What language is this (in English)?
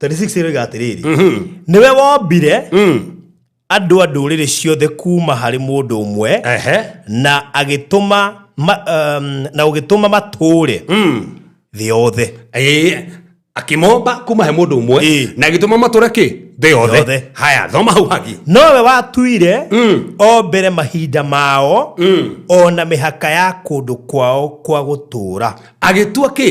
Kikuyu